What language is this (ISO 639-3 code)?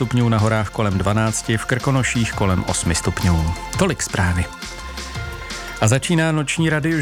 ces